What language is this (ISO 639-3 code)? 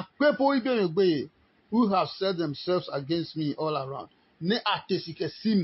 ada